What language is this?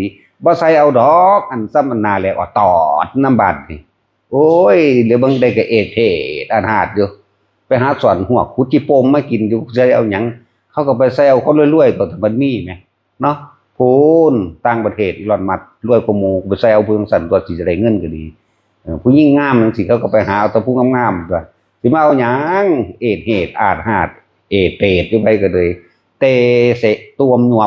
Northeastern Thai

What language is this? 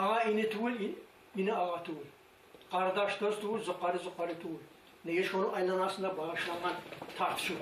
Kumyk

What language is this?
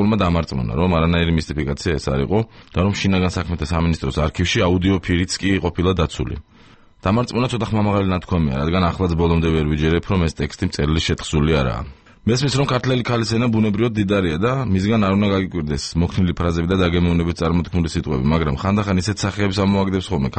Georgian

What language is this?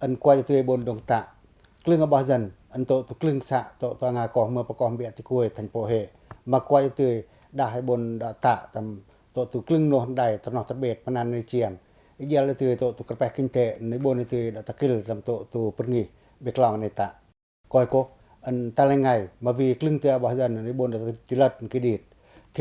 Pacoh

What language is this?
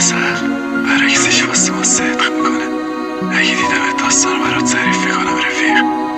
Persian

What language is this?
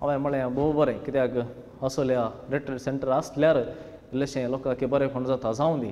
Konkani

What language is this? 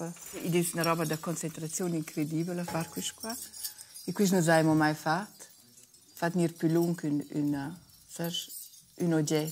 Romansh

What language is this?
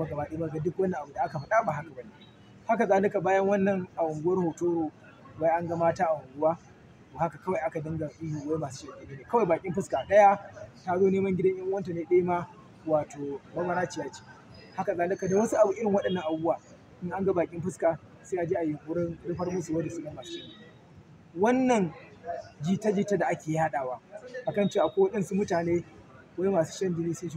Hausa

